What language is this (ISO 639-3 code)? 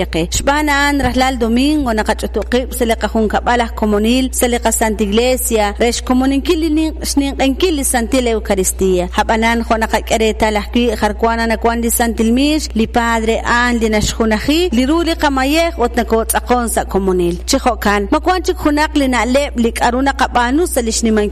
kek